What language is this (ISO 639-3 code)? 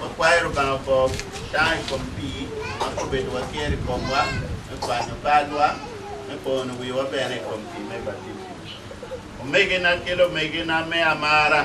ach